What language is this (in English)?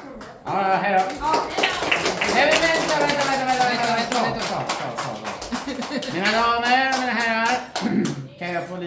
Swedish